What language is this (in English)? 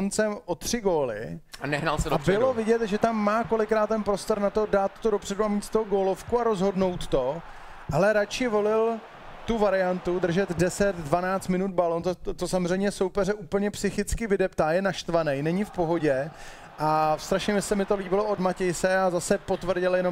Czech